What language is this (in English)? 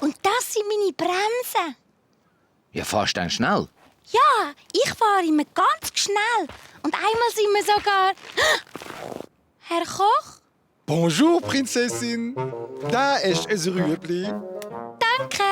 Swiss German